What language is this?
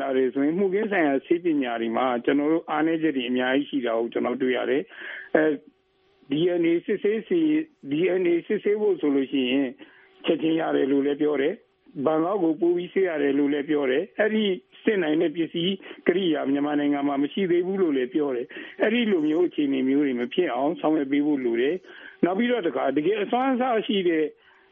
Burmese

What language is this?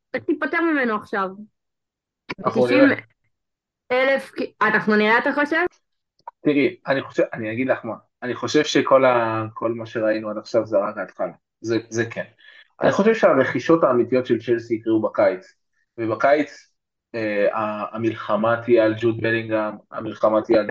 Hebrew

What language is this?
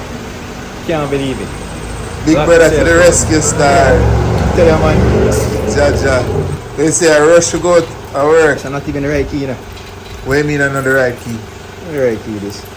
Jamaican Creole English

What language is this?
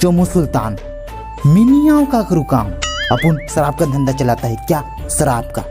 Chhattisgarhi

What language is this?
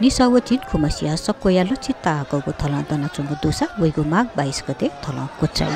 Newari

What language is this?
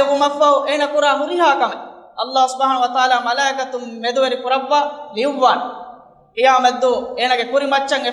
Divehi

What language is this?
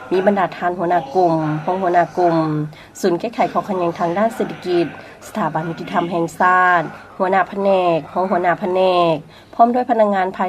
Lao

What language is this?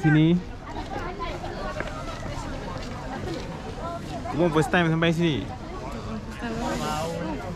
Malay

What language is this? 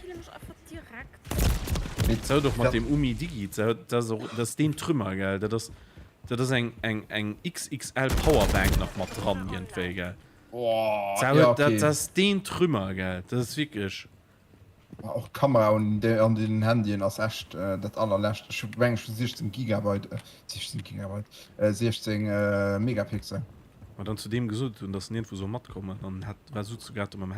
Luxembourgish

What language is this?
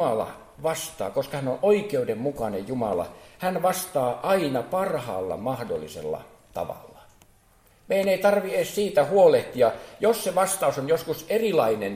Finnish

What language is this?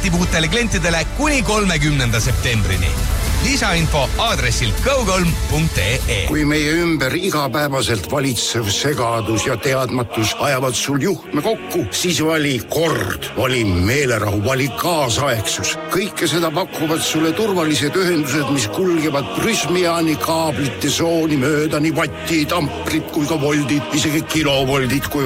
Estonian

